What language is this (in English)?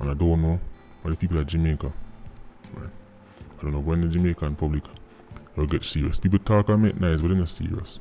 Jamaican Creole English